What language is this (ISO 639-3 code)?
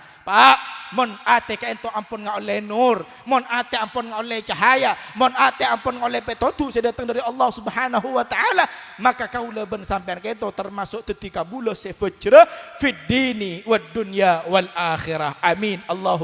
mad